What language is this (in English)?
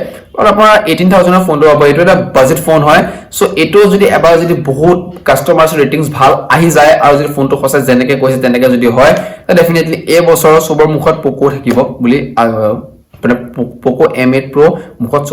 Assamese